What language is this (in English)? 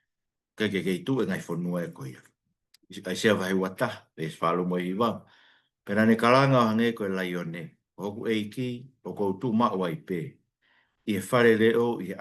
Tongan